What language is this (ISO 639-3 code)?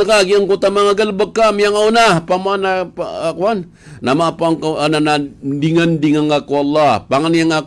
mrw